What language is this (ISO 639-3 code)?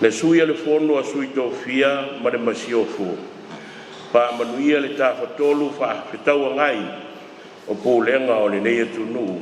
smo